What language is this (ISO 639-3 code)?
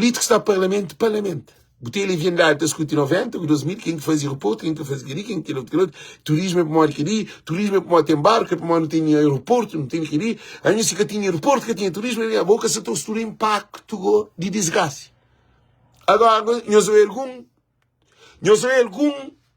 kea